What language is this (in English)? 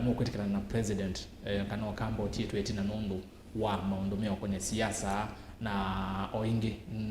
Kamba